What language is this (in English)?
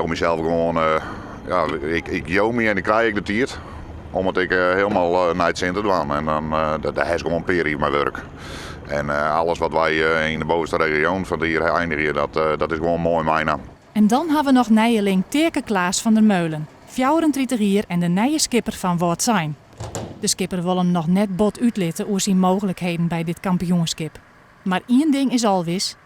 Western Frisian